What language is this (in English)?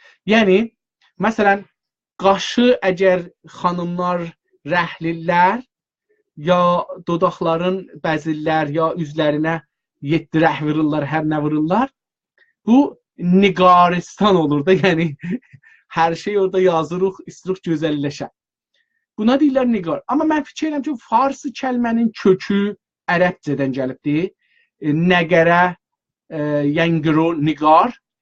South Azerbaijani